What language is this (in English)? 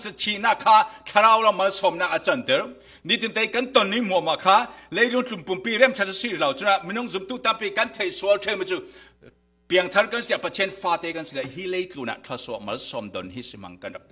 Falam Chin